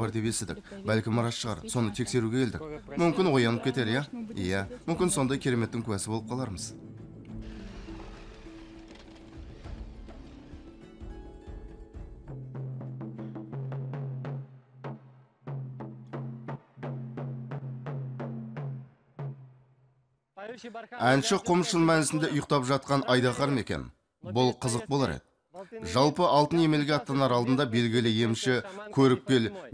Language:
Kazakh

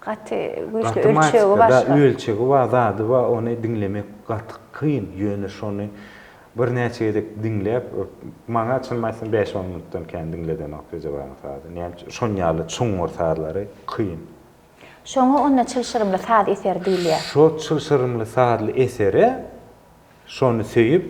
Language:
Turkmen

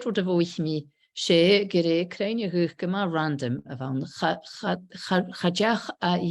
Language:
Scottish Gaelic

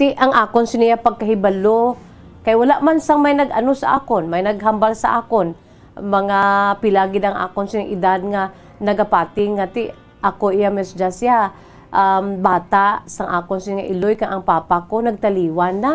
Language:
Hiligaynon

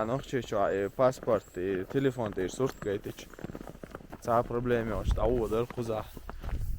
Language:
Chechen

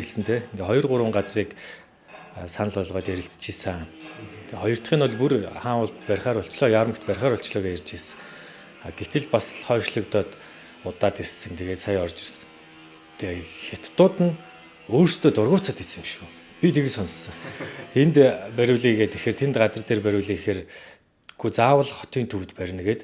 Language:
Mongolian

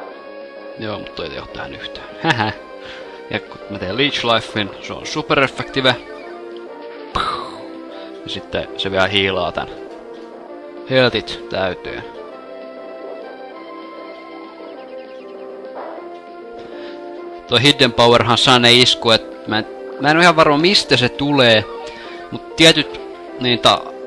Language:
Finnish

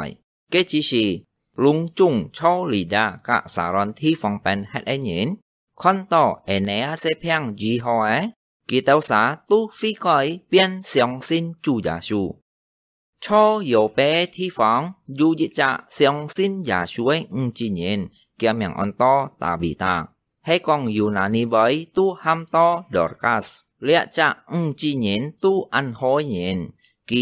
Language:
Hakka Chinese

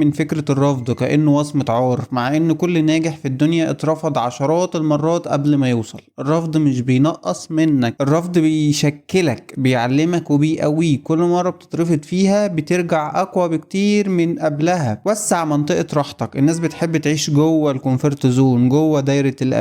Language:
Egyptian Arabic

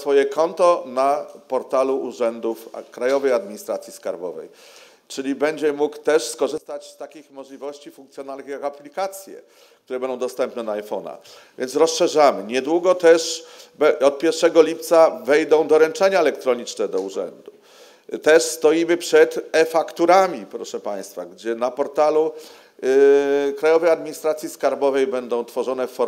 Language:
Polish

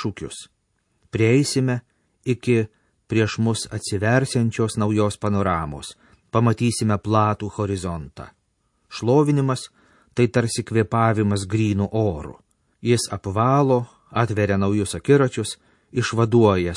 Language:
Lithuanian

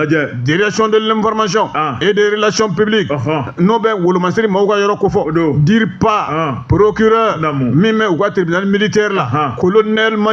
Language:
Bambara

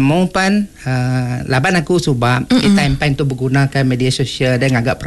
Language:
Iban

